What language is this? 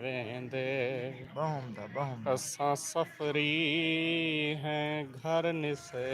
Saraiki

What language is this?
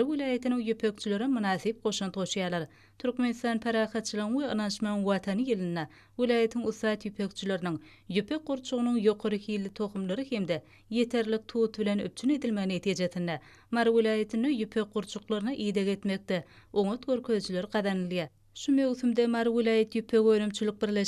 Turkmen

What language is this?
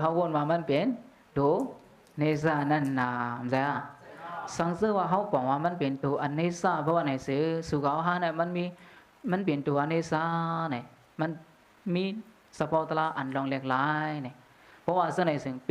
Shan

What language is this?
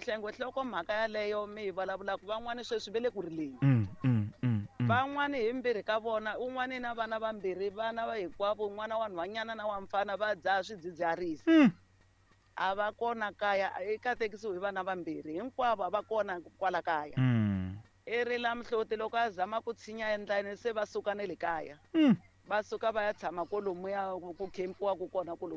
Tsonga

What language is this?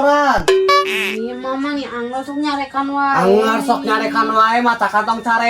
Sundanese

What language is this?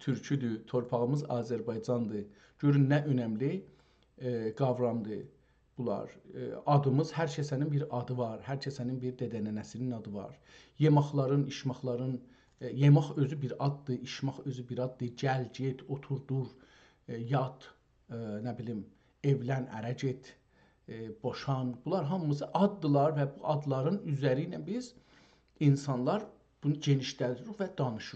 South Azerbaijani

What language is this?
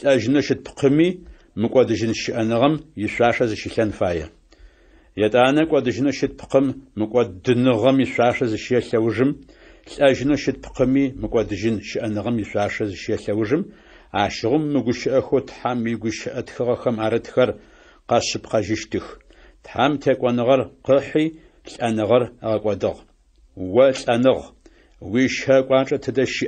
Adyghe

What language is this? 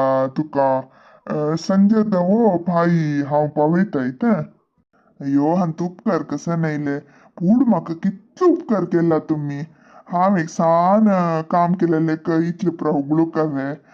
Konkani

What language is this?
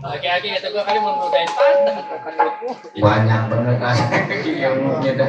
Betawi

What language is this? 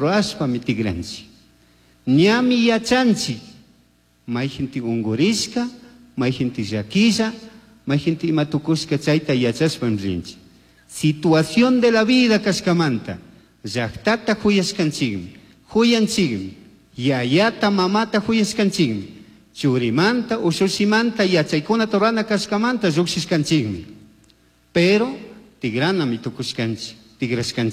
Chimborazo Highland Quichua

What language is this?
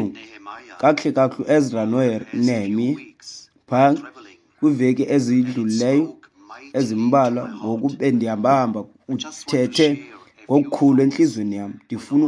Xhosa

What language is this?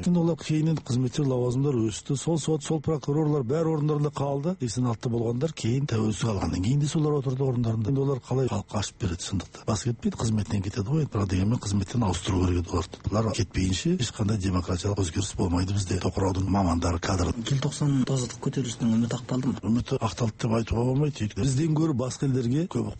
Kazakh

